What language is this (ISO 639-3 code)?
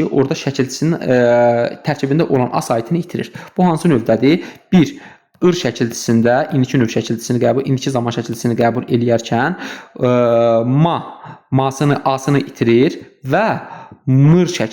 aze